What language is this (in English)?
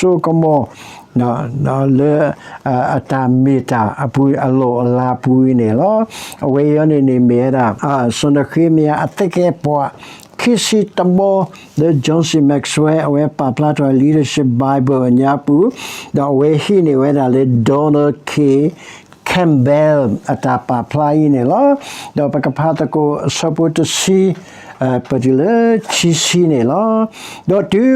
S'gaw Karen